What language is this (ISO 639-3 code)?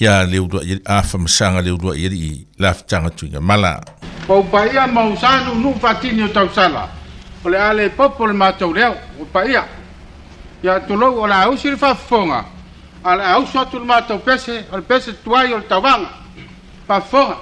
smo